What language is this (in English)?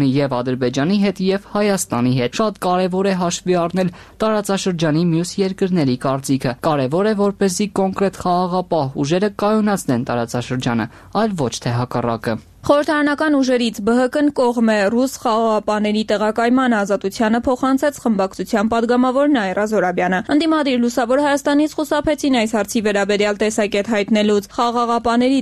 Armenian